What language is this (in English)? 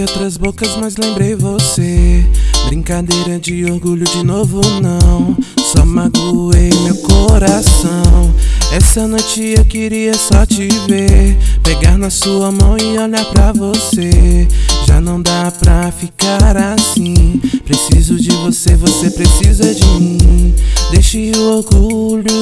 Portuguese